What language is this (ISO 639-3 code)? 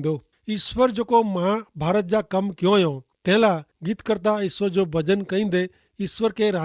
kfr